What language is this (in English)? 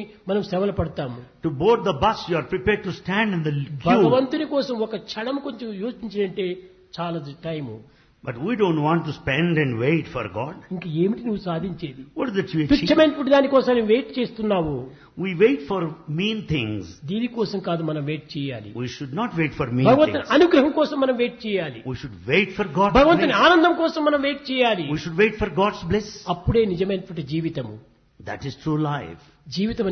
Telugu